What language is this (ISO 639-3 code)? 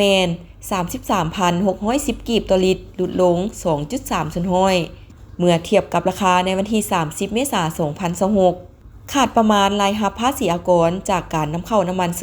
lao